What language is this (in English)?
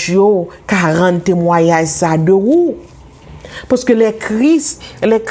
Haitian Creole